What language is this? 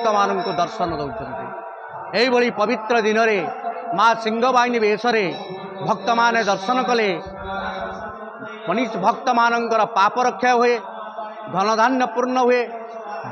Odia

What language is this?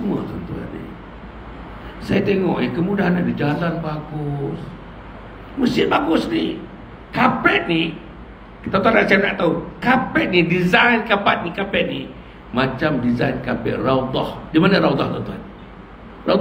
Malay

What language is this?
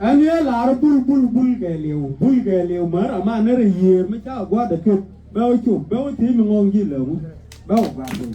Nuer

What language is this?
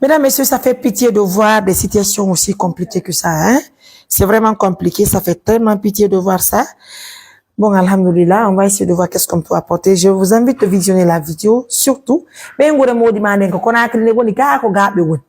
Fula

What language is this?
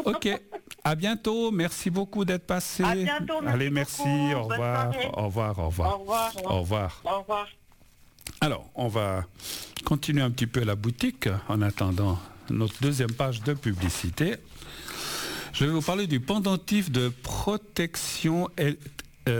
French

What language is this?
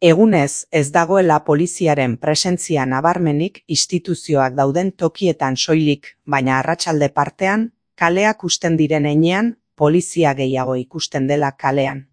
Basque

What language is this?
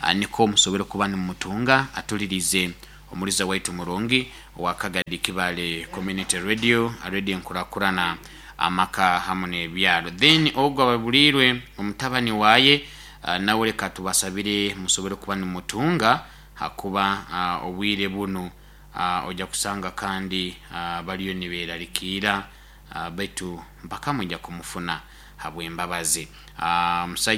Nyoro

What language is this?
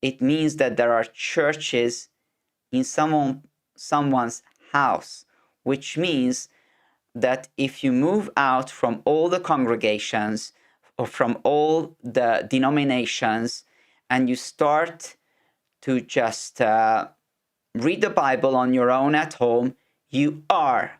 English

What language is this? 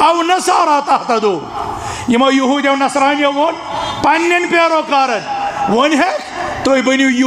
Kashmiri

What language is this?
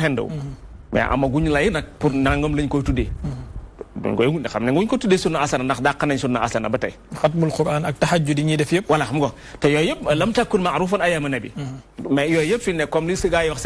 Wolof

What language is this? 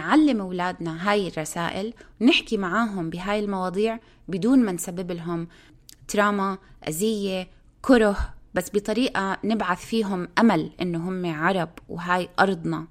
North Levantine Arabic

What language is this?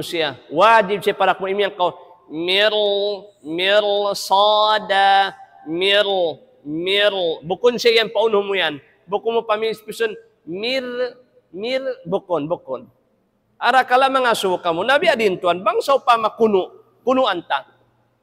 Tausug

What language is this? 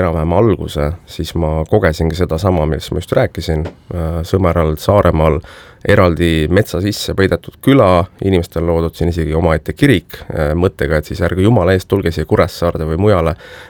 Estonian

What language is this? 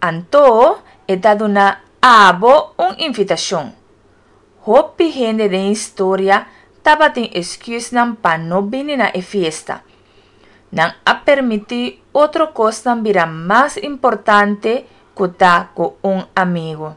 Papiamento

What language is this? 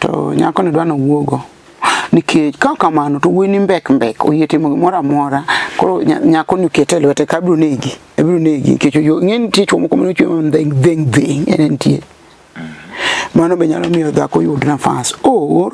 Luo (Kenya and Tanzania)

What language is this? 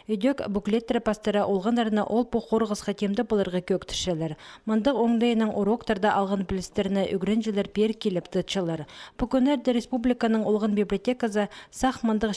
Khakas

